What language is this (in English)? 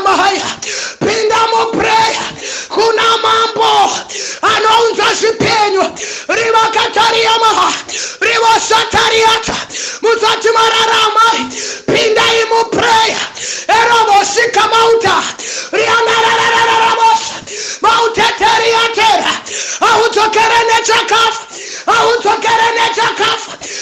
Shona